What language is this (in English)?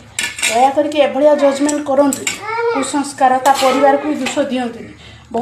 Odia